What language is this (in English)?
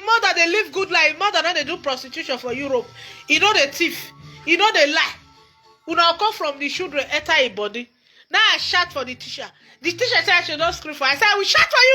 Nigerian Pidgin